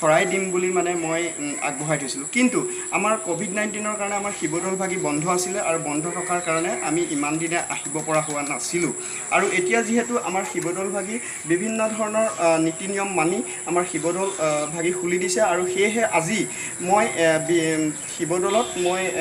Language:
Assamese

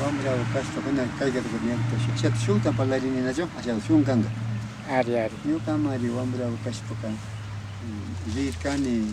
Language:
Imbabura Highland Quichua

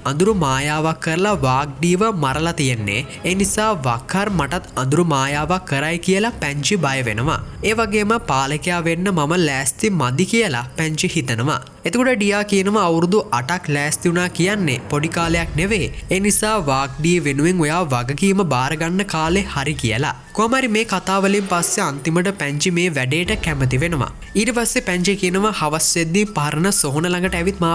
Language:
Sinhala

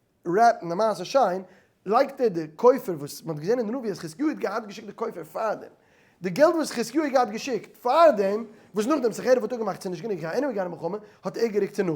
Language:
Yiddish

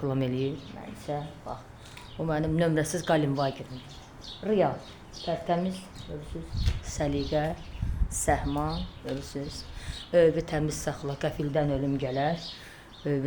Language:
Azerbaijani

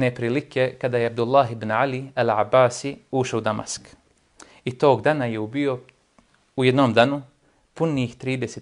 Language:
Bosnian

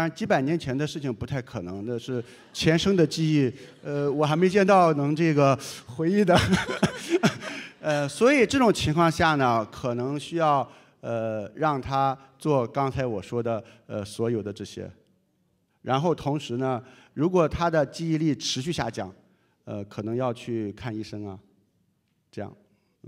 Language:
Chinese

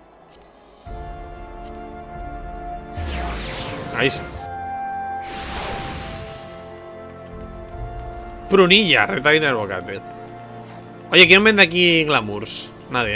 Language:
Spanish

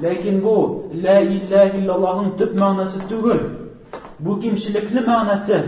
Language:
Tatar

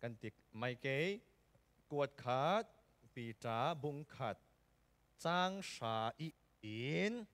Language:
Falam Chin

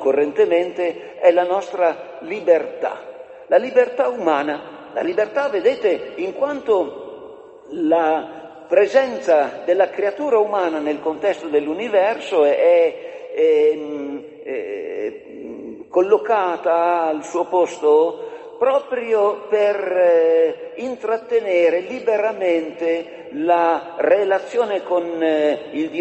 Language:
Italian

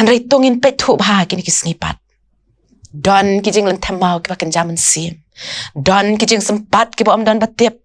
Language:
Khasi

